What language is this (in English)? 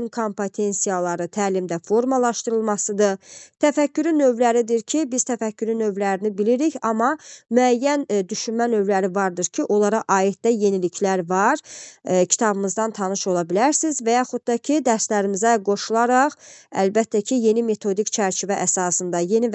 Azerbaijani